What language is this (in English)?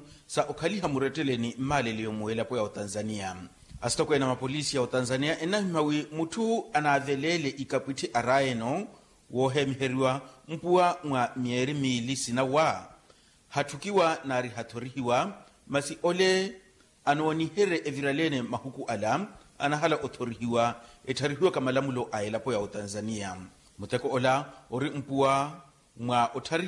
Makhuwa